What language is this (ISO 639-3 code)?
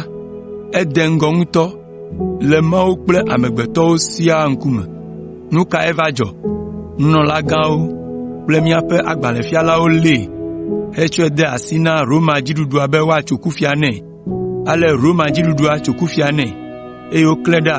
ewe